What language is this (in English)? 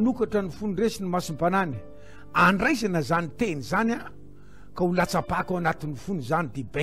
Malagasy